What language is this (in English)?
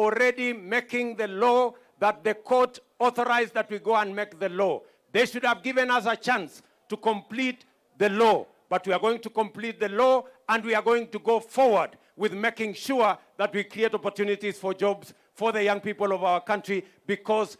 Kamba